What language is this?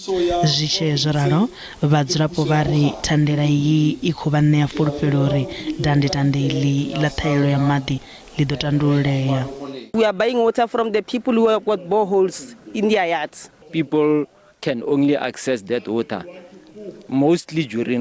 Venda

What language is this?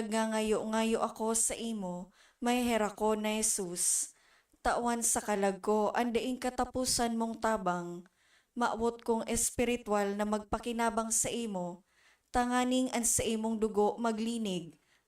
Bikol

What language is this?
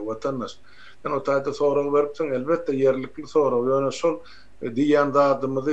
Turkmen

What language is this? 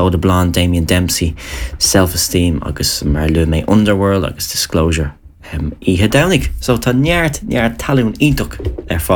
Irish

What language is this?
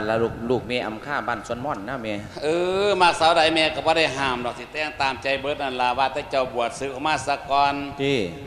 Lao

